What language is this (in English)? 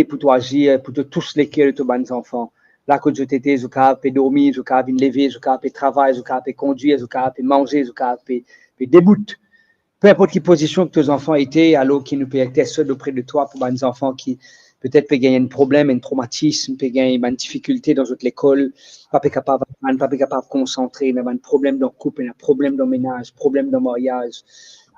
Morisyen